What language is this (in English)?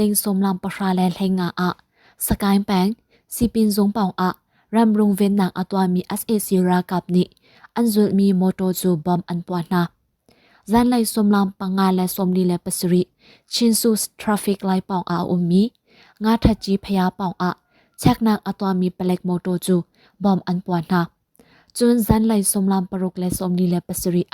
Hakha Chin